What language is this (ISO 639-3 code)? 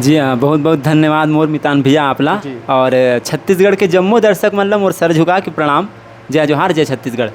hne